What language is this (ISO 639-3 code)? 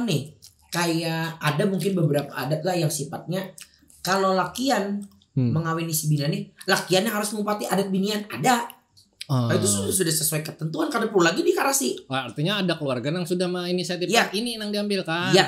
bjn